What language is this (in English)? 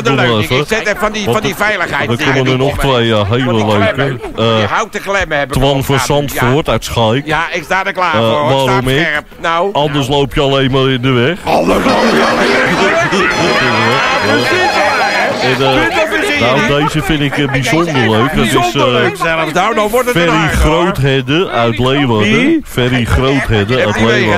Dutch